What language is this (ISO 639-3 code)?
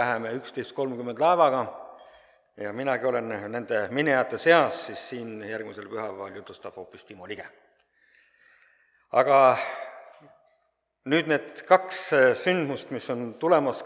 est